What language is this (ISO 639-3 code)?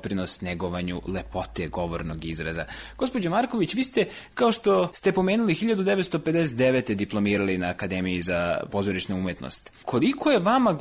srp